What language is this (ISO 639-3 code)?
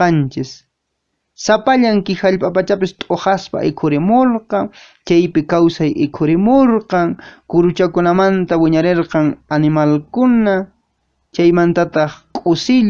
que